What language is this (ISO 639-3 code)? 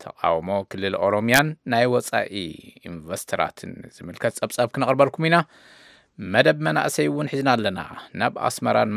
tir